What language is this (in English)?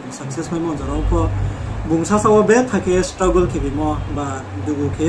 Riang (India)